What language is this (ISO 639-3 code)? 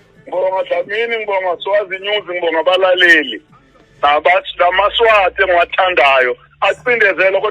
ssw